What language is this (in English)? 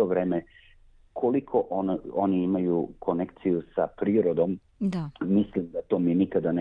Serbian